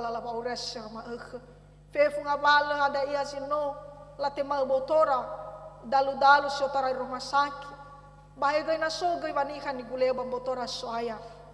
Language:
Nias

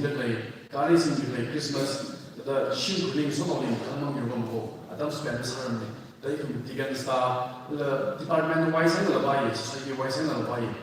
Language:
Tangkhul Naga (India)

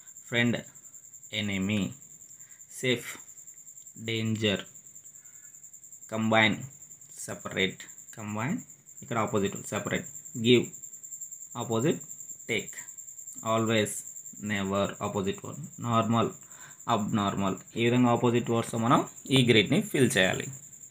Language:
Telugu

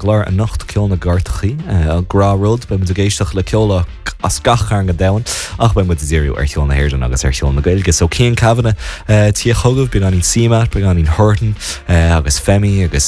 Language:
Irish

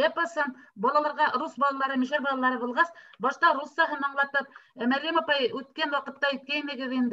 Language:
Bashkir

